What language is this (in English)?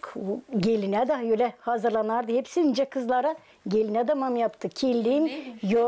Gagauz